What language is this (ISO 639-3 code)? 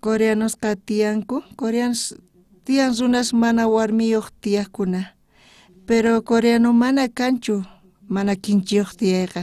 quh